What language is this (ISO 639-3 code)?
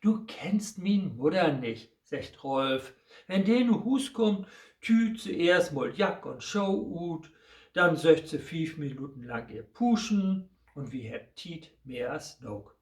nds